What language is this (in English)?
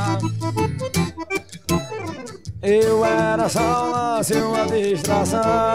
Portuguese